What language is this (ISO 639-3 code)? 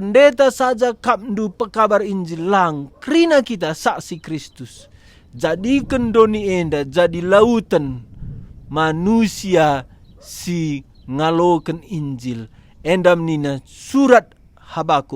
btx